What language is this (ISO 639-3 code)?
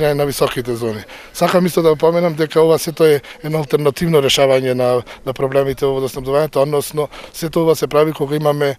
mkd